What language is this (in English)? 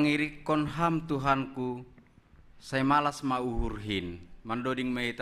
Batak Simalungun